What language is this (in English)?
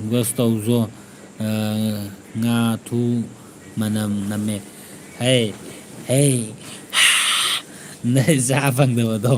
Manipuri